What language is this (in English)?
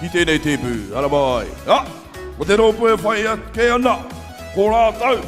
Māori